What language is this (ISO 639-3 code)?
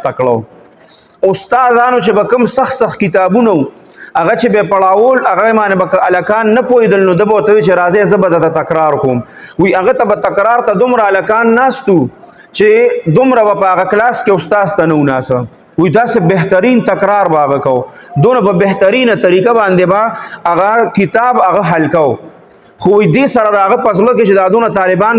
pus